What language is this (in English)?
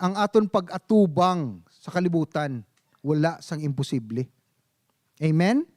Hiligaynon